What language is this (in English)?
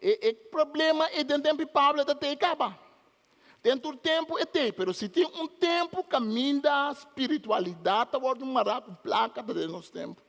Papiamento